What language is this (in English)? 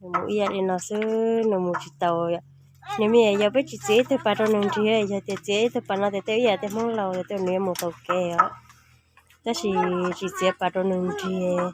Hmong